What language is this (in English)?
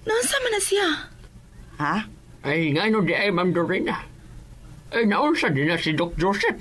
Cebuano